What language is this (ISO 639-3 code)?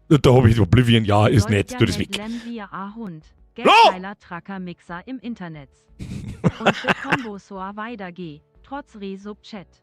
bar